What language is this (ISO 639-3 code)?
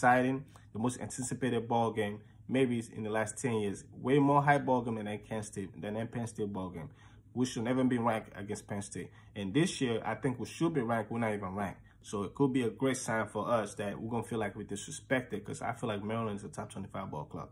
eng